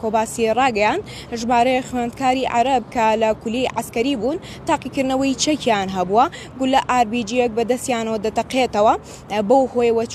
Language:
Central Kurdish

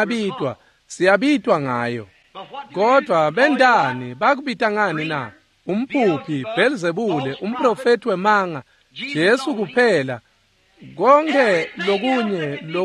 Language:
Swati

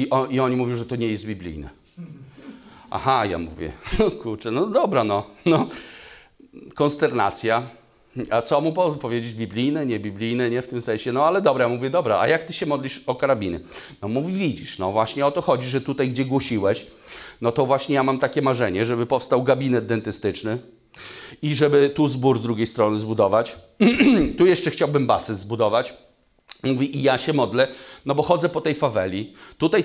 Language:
Polish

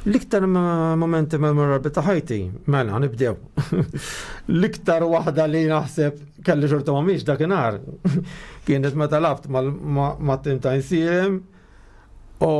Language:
Maltese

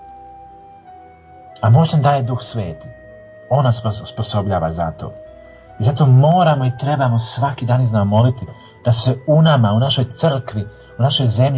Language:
Croatian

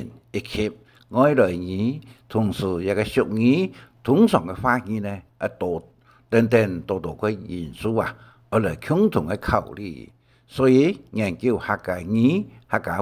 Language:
Hakka Chinese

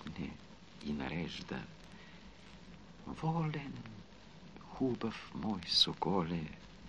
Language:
Bulgarian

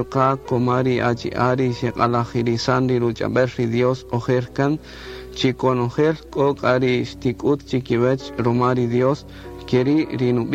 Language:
Kaqchikel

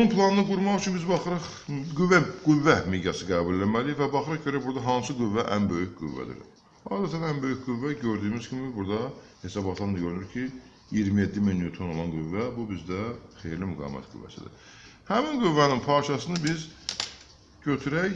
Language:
Azerbaijani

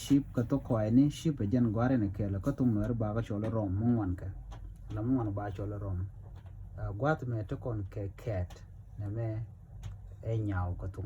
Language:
Nuer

